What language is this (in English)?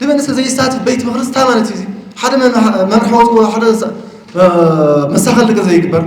Tigrinya